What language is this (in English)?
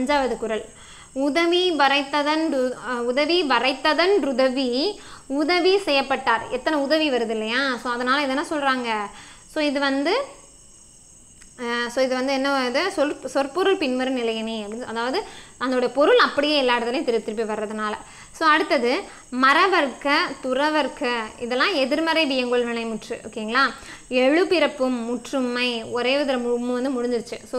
Tamil